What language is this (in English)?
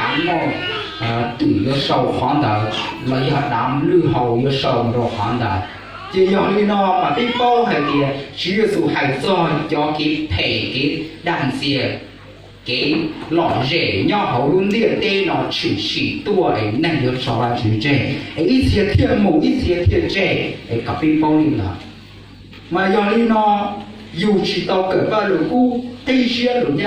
Hmong